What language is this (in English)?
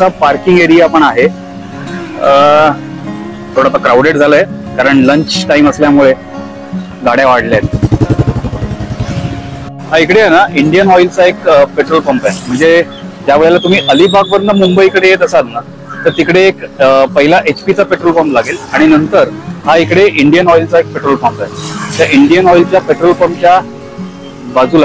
Marathi